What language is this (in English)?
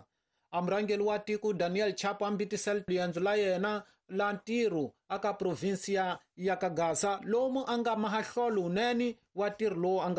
Tsonga